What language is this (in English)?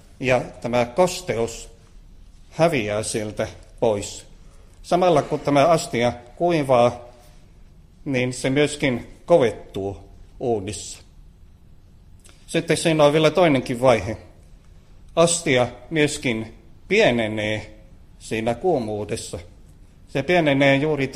Finnish